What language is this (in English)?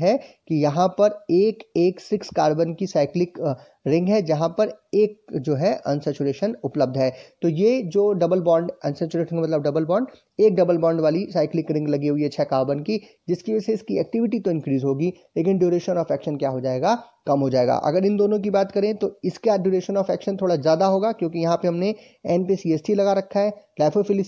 Hindi